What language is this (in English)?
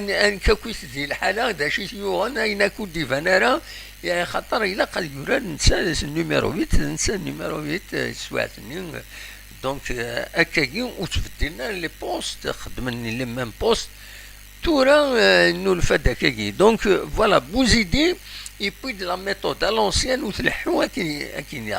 Kabyle